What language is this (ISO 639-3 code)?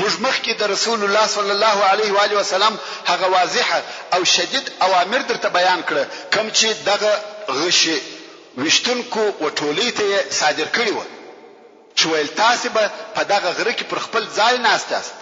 pus